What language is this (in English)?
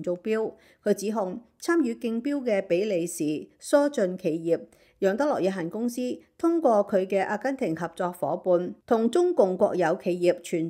Cantonese